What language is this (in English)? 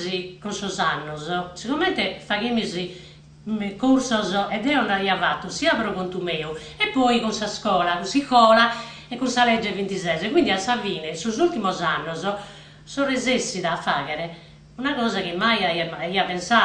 Sardinian